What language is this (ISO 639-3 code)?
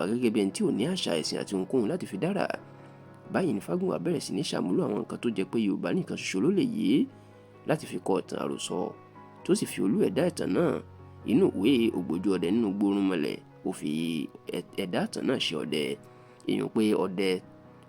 yor